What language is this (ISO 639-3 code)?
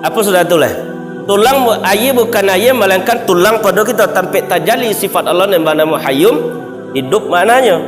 min